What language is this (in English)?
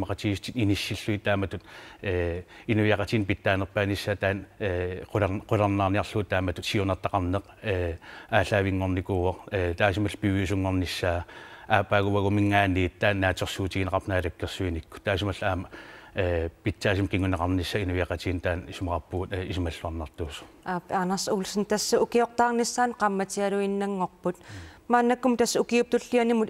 Kalaallisut